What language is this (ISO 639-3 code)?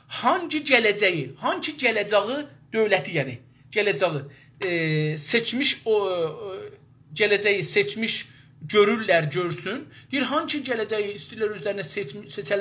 azb